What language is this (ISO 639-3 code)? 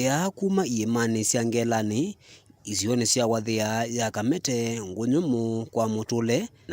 kam